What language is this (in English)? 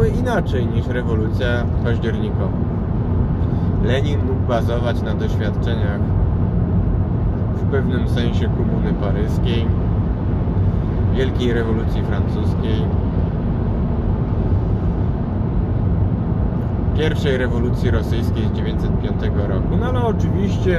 Polish